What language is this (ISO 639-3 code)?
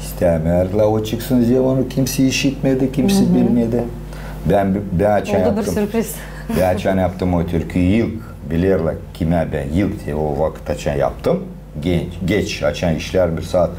gag